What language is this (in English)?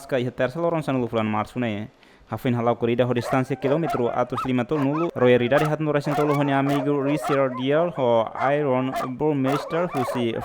Tetum